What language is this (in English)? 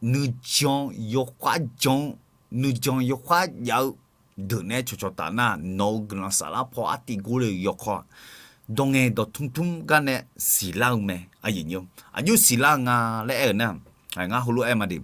Akha